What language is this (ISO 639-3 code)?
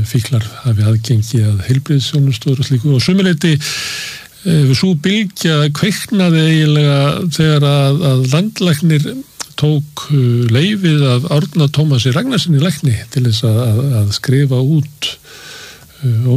isl